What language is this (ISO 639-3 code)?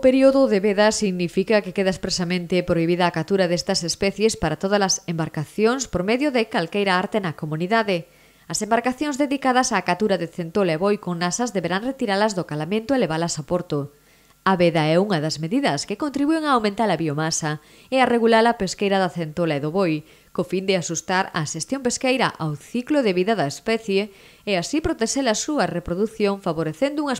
glg